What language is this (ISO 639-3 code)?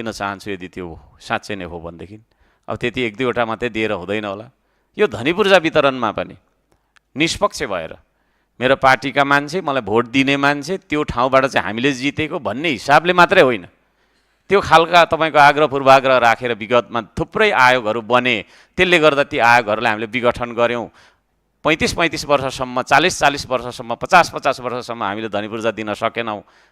nep